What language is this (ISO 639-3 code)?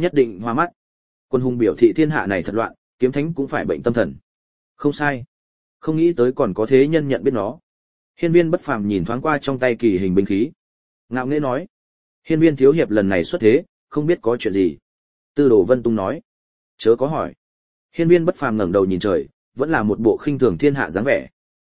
vie